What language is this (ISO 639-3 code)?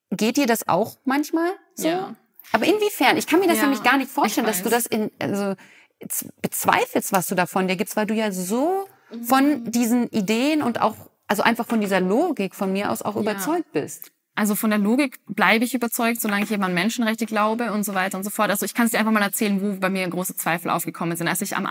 deu